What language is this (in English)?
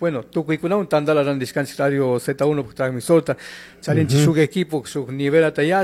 Chimborazo Highland Quichua